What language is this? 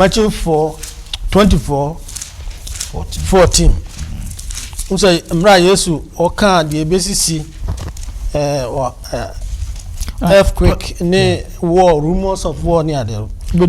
Akan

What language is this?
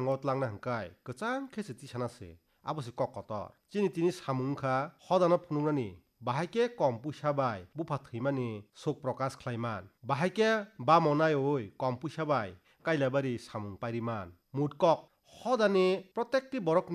Kok Borok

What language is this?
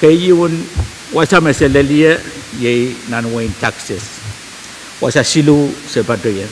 Pohnpeian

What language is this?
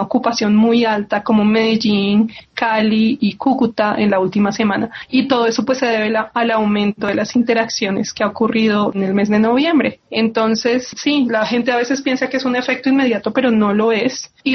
Spanish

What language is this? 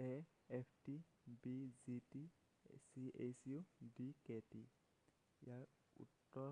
Assamese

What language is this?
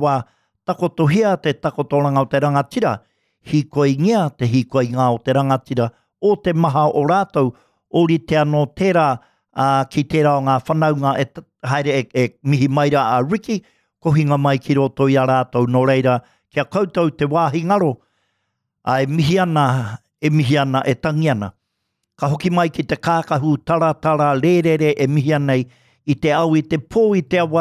Māori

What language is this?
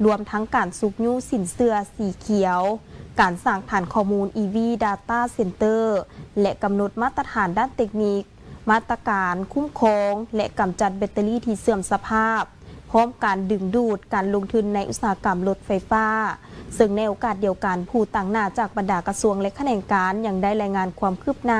Lao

